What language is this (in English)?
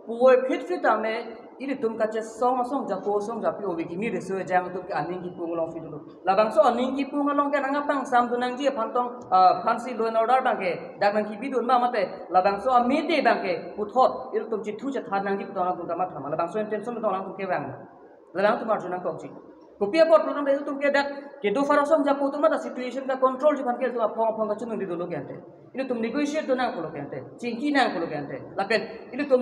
Karbi